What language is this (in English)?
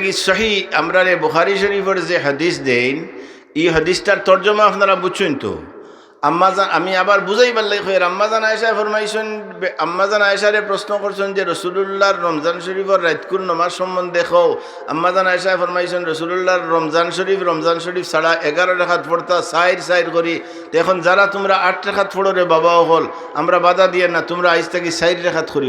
Sylheti